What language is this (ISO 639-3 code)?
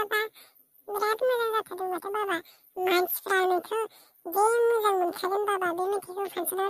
brx